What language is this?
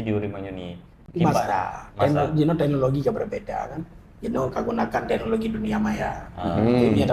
Achinese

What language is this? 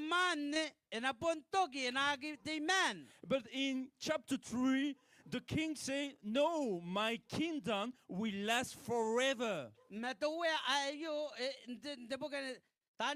Gilbertese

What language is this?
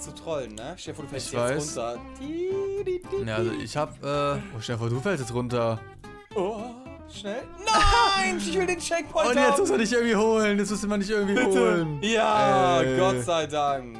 German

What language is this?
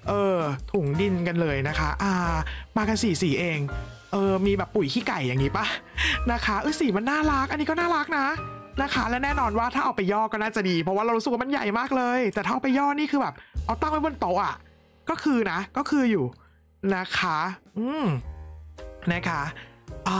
Thai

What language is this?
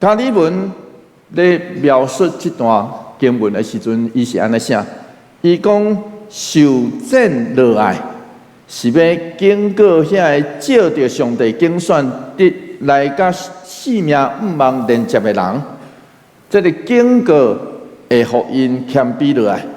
Min Nan Chinese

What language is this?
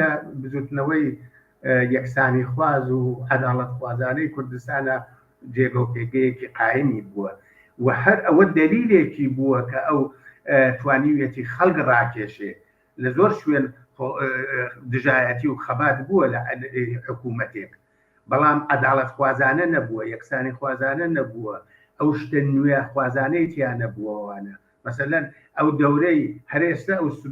Central Kurdish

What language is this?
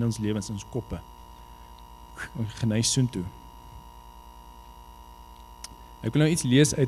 Afrikaans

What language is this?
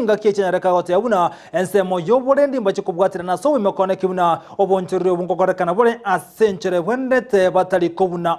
Gusii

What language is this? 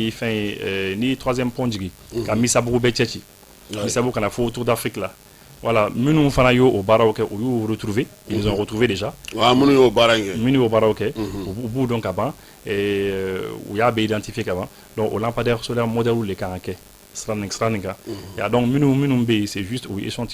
Bambara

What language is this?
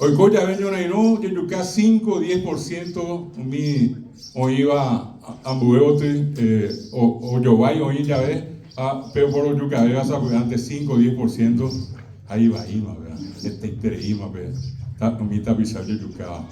Guarani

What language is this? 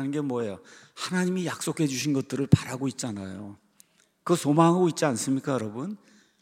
Korean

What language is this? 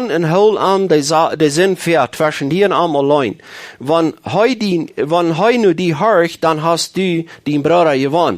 Plautdietsch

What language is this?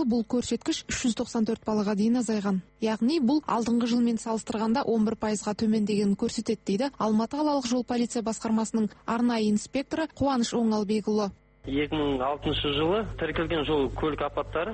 Kazakh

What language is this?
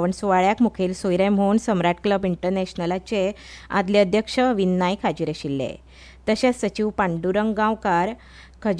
Konkani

